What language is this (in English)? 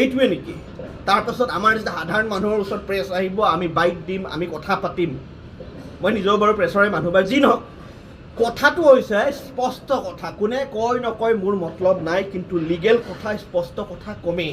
Assamese